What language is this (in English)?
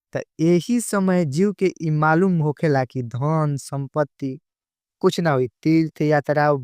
Bhojpuri